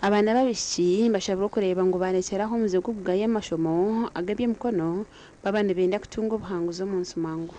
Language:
Nyankole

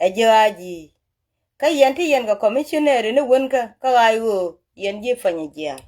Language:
Nuer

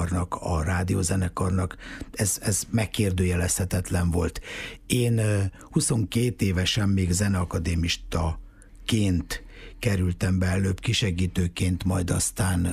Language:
Hungarian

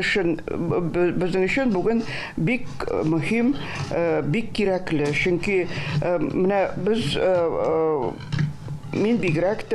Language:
Tatar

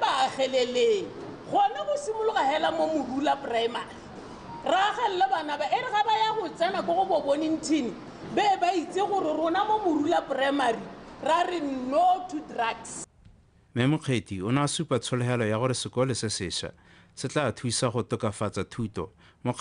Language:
Tswana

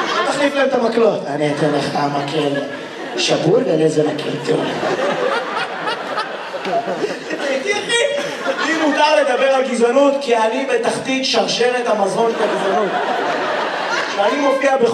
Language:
Hebrew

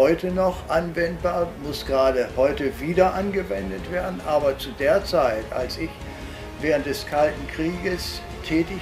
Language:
German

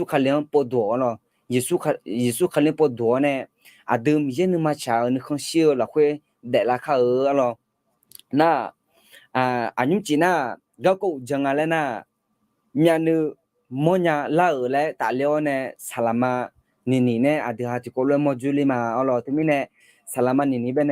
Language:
Akha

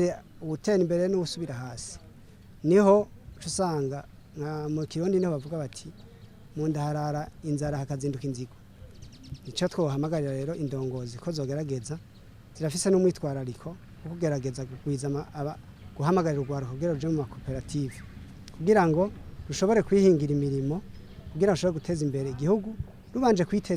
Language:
Rundi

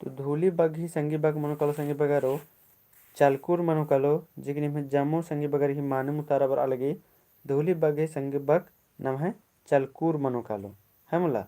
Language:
Kurukh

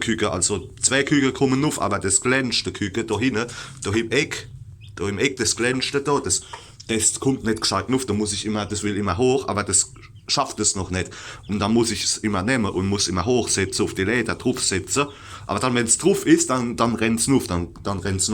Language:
Palatine German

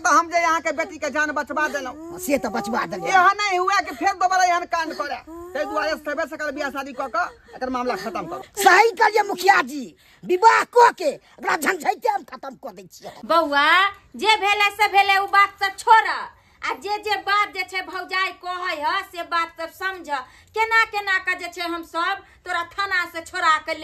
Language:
Maithili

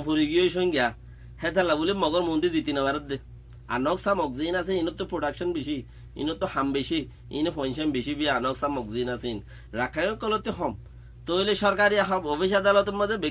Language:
Rohingya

